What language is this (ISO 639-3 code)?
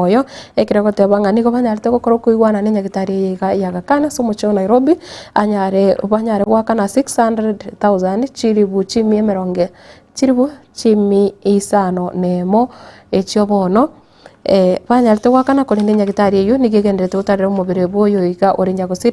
guz